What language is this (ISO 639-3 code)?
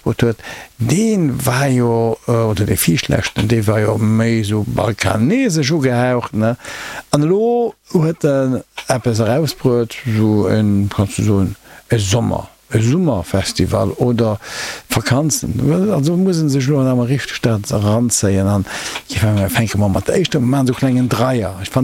ltz